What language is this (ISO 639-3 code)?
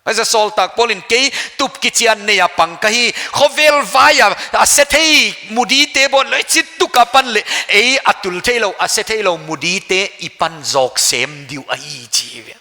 pck